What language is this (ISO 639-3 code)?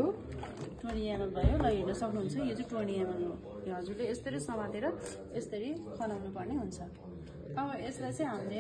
nep